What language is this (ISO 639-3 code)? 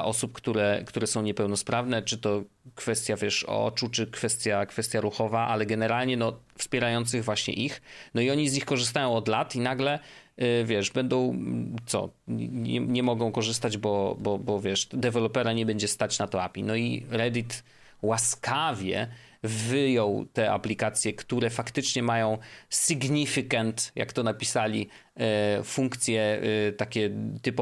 pol